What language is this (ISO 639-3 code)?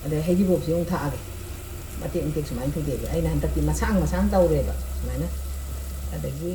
mni